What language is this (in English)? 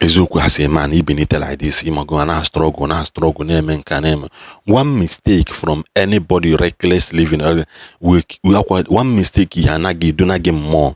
Igbo